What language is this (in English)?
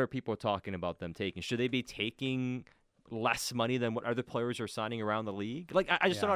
English